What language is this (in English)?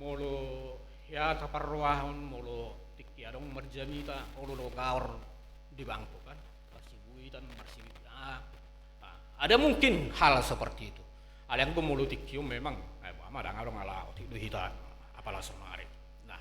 Batak Toba